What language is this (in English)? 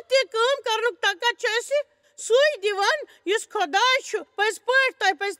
Kashmiri